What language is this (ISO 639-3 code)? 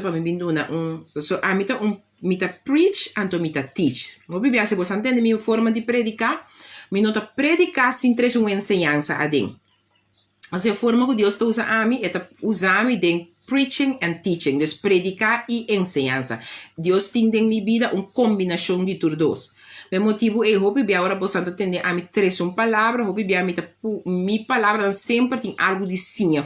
pap